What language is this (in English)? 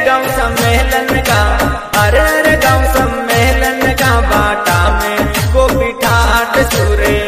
Bhojpuri